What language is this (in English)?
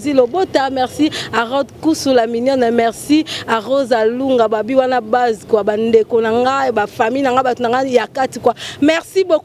Lingala